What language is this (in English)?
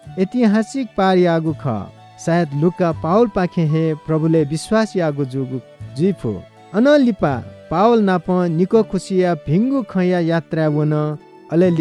Newari